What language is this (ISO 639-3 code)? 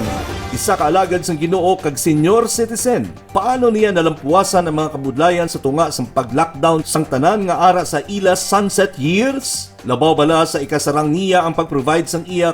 hil